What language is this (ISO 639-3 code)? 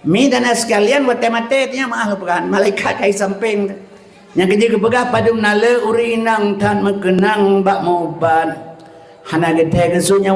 ace